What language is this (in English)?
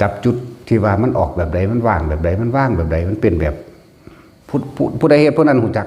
Northeastern Thai